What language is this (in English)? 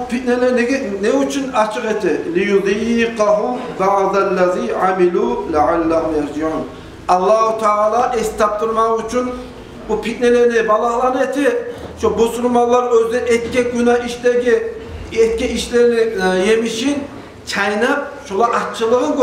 Kumyk